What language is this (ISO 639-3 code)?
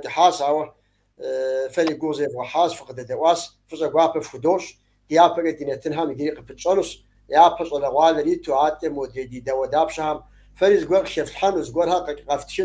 kbd